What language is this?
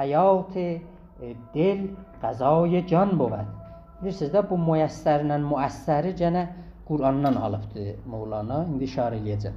South Azerbaijani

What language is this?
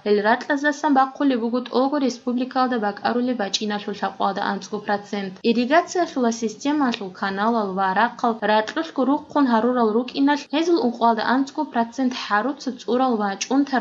Avaric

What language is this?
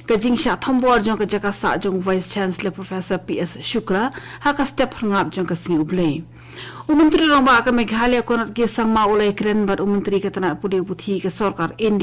Khasi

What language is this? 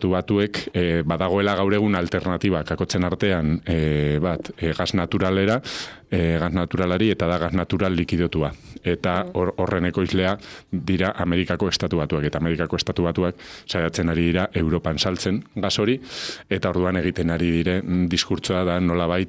Basque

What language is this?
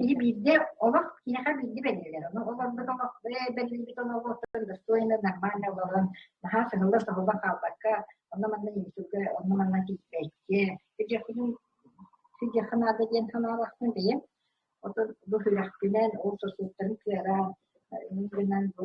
Yakut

